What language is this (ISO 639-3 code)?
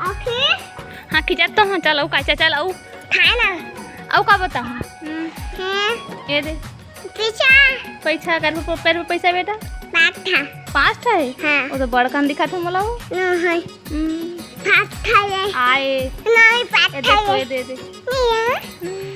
hne